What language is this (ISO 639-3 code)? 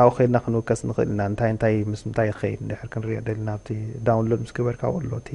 tir